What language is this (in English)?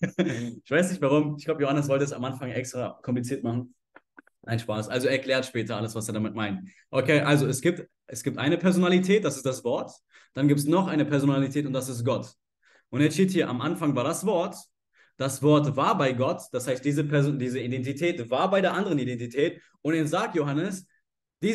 German